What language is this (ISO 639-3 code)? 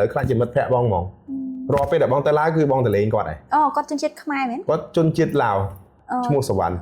khm